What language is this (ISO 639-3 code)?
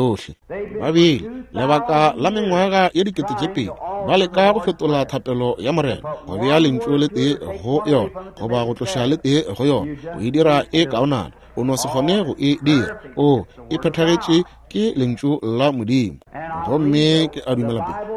nso